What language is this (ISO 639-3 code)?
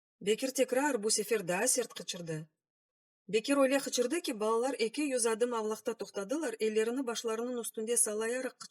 crh